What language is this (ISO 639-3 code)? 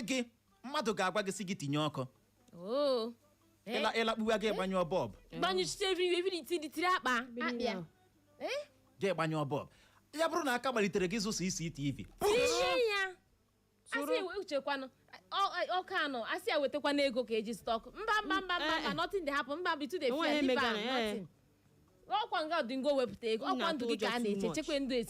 ibo